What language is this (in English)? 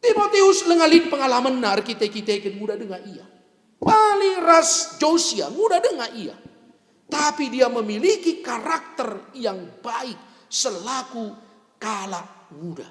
Batak Karo